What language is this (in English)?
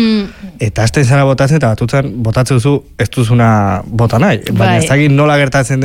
Basque